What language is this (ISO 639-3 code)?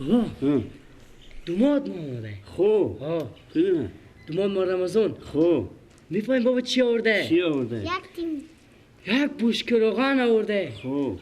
fas